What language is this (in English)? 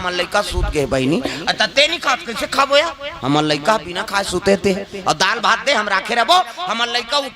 Chhattisgarhi